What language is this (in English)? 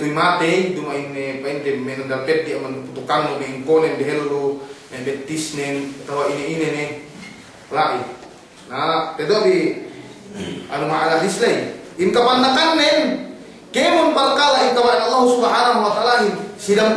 Yakan